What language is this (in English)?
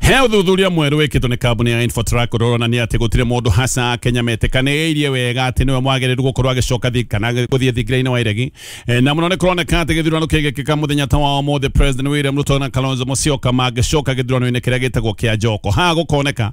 Kikuyu